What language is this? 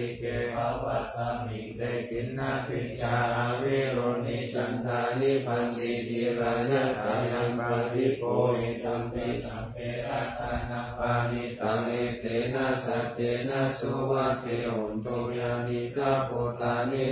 Pali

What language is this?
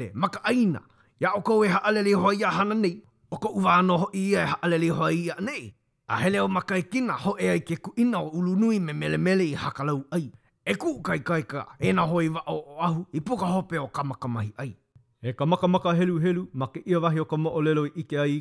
Hawaiian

